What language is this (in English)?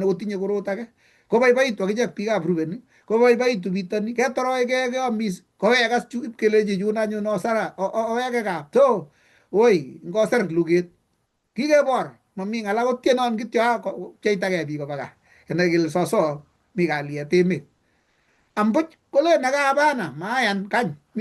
Kalenjin